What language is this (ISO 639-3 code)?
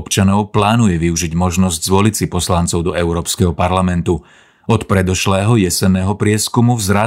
slk